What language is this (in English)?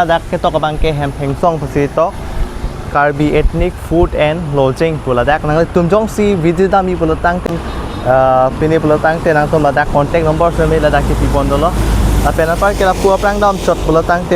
Karbi